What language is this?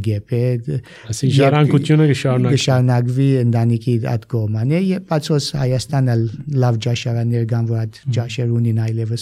Armenian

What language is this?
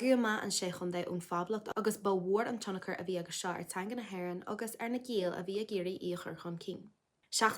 Irish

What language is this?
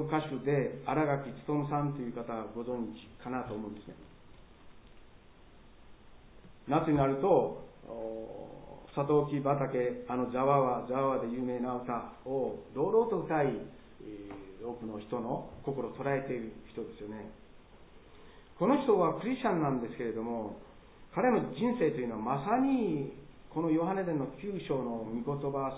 Japanese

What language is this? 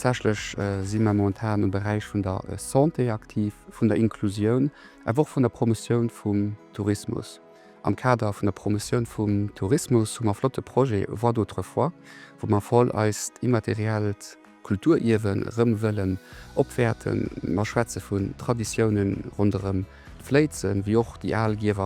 Luxembourgish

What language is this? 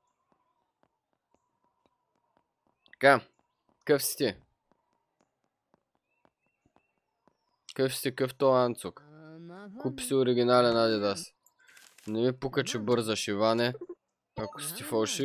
Bulgarian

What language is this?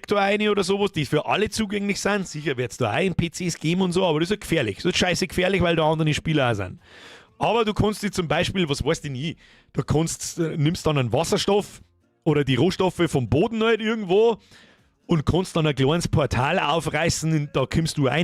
Bavarian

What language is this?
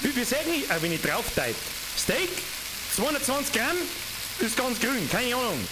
Bavarian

